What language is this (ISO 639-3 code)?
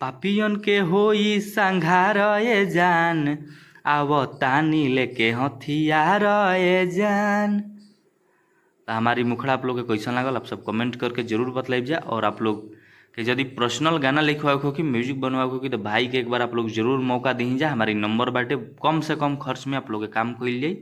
bho